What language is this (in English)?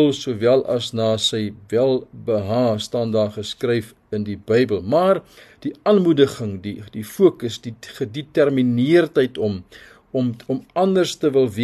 Afrikaans